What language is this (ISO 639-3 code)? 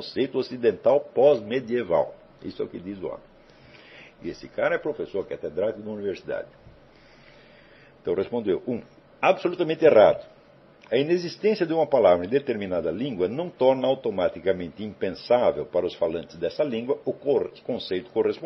por